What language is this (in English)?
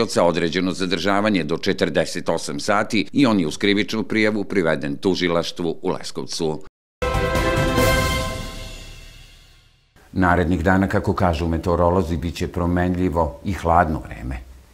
Serbian